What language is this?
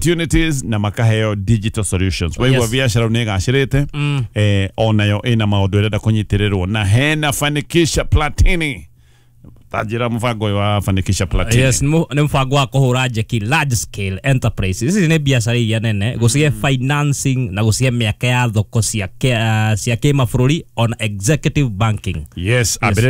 Kikuyu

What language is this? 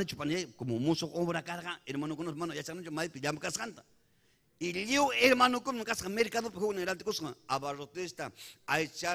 Ayacucho Quechua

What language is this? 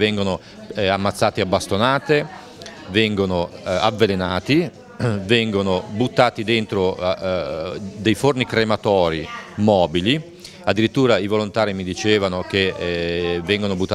Italian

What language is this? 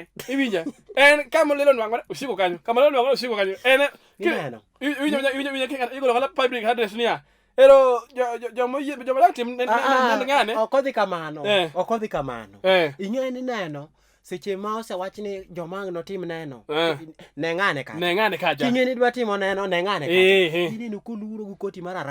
Luo (Kenya and Tanzania)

